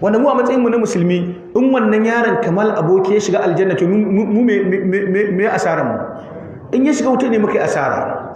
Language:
Hausa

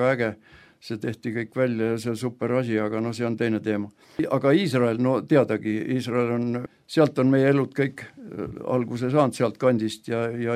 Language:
Estonian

